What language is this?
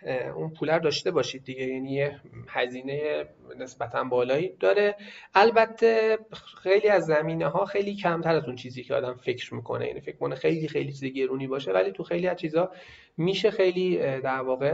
Persian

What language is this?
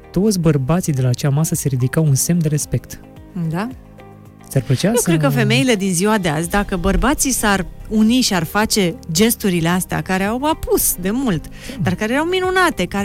Romanian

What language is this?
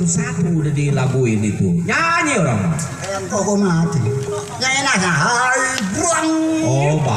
Betawi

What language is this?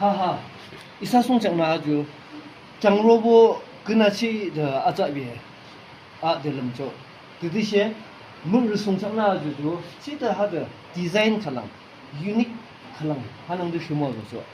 Yimchungru Naga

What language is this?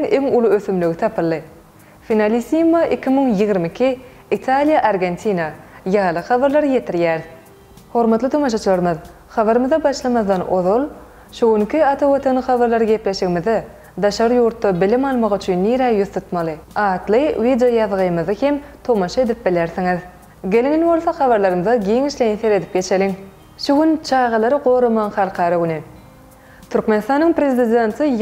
Turkmen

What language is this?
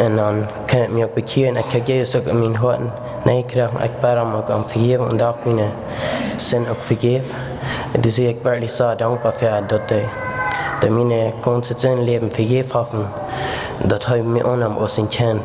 Plautdietsch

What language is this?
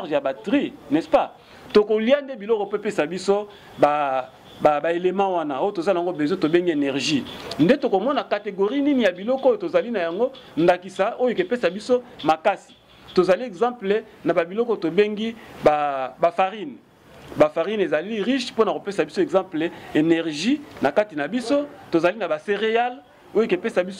Lingala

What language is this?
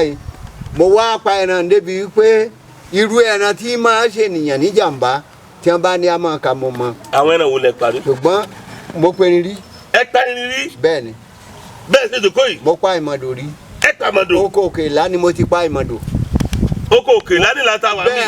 Yoruba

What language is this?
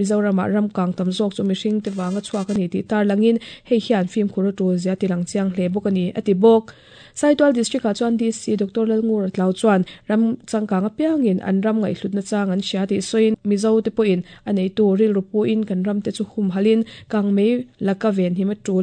Mizo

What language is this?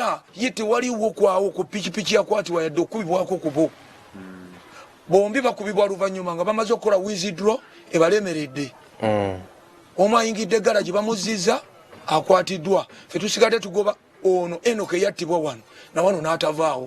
Ganda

